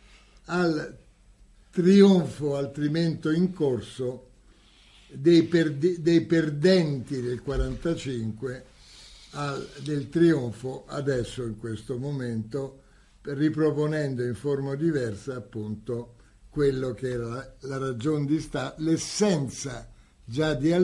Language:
Italian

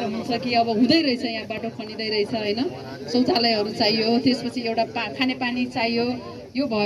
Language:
Nepali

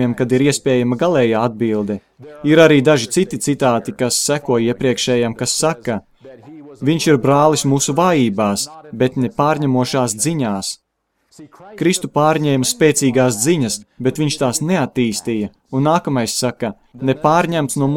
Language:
Latvian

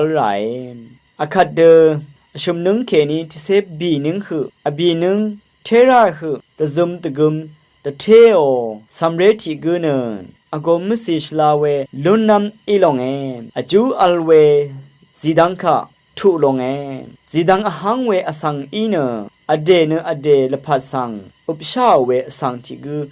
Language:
Rawang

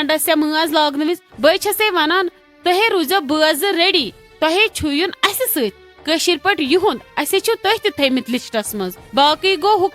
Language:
Kashmiri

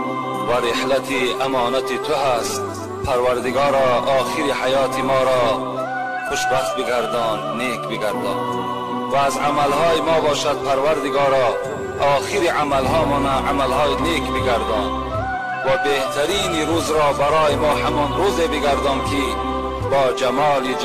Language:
Tajik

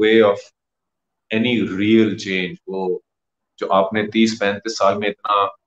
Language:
Urdu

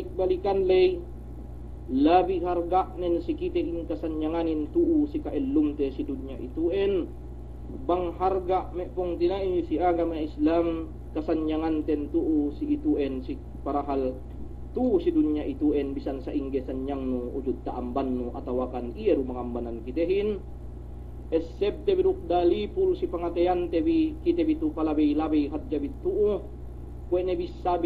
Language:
Yakan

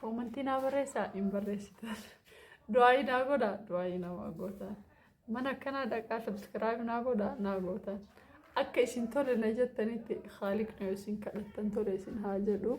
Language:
Oromo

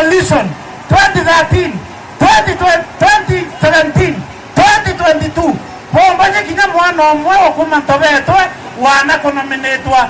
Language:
Meru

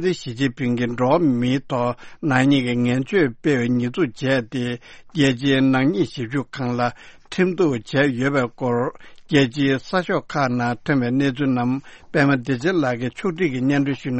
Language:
Tibetan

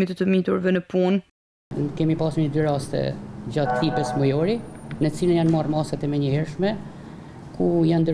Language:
Albanian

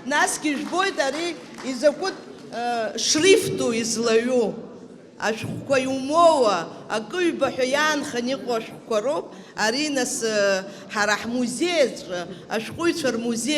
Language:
Abkhazian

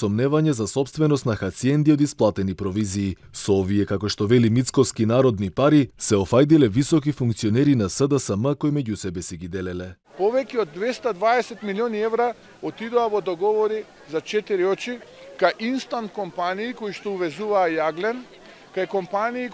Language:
Macedonian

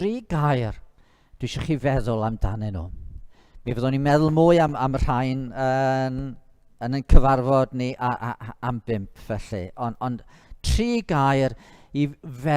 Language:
Welsh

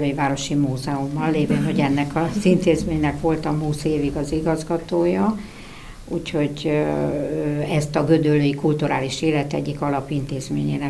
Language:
Hungarian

